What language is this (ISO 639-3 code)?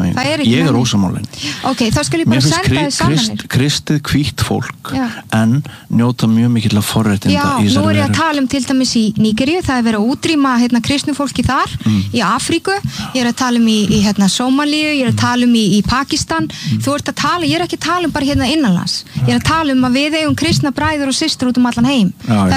isl